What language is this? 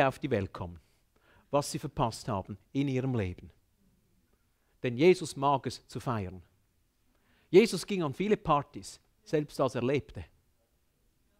German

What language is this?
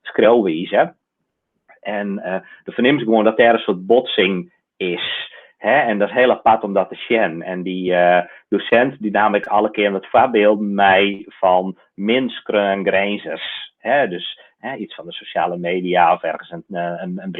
Western Frisian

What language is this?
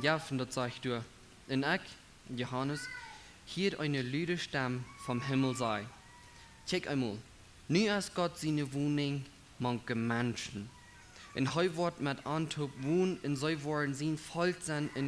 Plautdietsch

